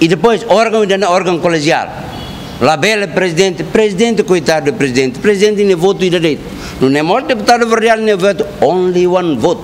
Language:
Tetum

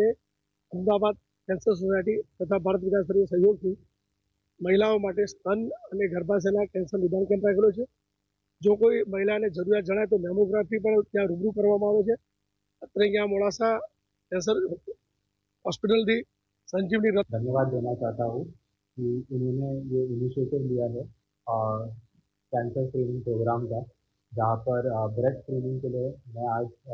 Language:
Gujarati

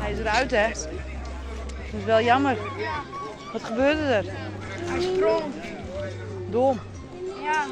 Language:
Western Frisian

